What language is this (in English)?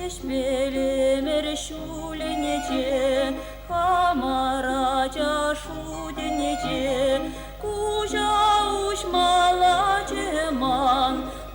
Chuvash